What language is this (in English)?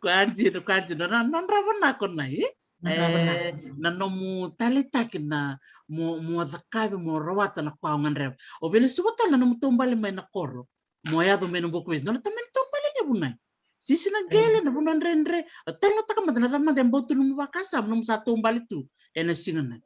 Fijian